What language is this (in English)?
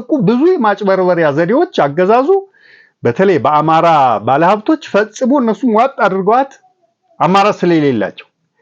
Amharic